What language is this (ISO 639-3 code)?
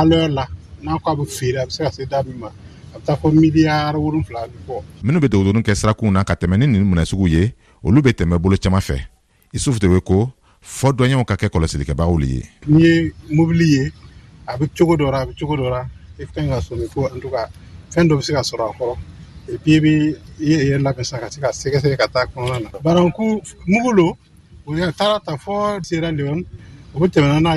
bam